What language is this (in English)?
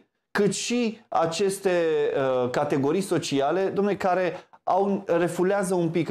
Romanian